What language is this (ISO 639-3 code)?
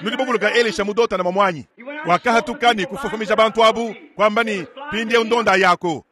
lua